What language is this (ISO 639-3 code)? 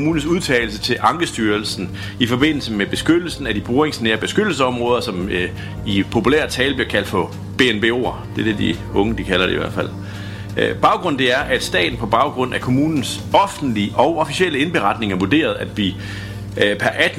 dan